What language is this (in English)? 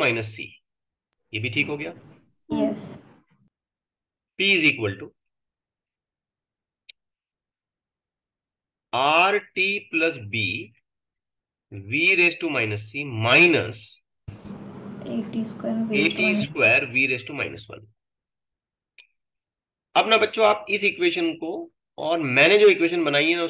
Hindi